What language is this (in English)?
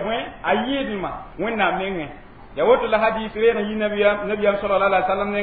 Mossi